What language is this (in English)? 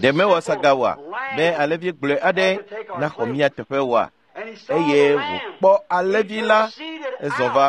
Ewe